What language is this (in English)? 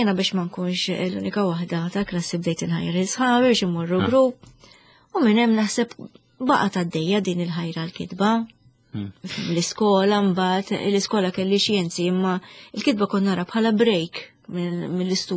Maltese